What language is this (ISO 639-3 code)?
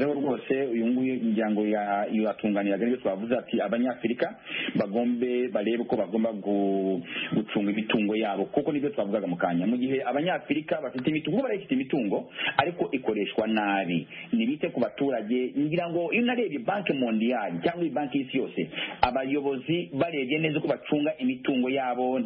kin